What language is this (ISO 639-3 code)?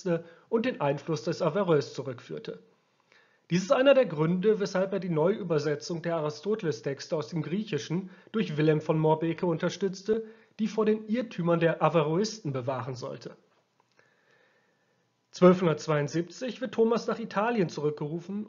deu